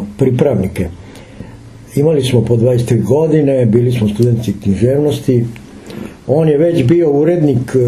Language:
Serbian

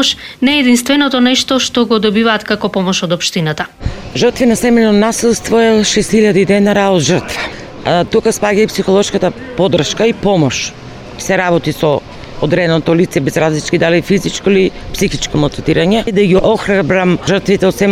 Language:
Macedonian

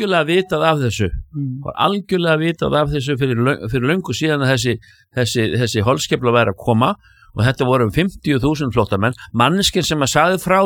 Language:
Icelandic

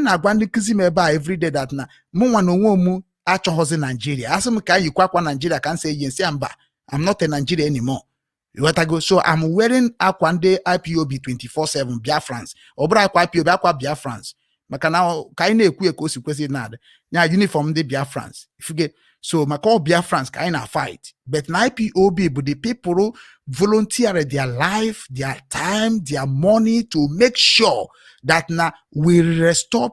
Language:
Igbo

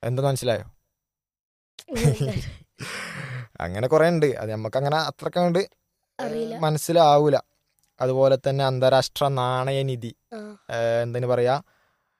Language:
Malayalam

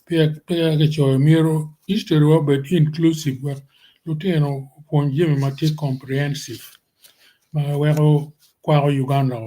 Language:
Acoli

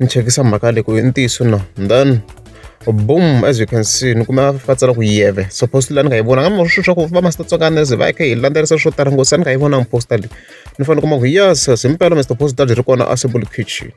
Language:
Tsonga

